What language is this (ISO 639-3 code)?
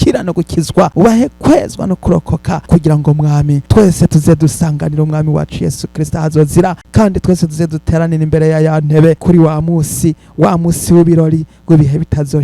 run